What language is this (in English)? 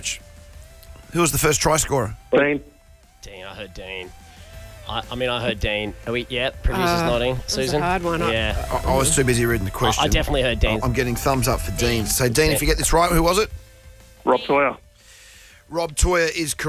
English